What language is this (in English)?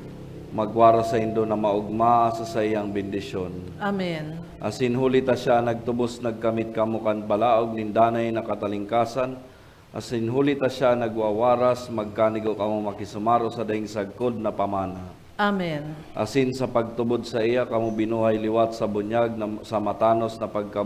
Bikol